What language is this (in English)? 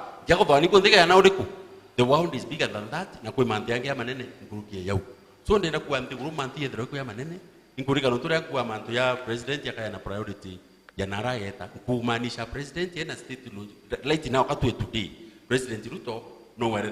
Meru